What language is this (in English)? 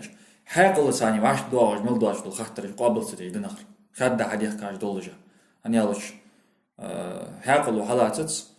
Ingush